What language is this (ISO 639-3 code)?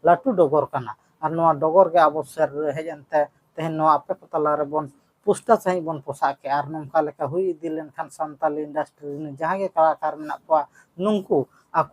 sat